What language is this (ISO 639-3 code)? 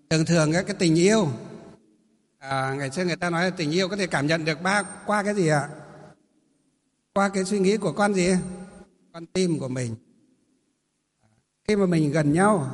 vie